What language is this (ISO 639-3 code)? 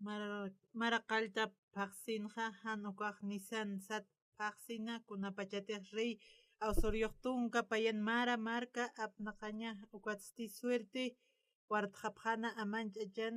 aym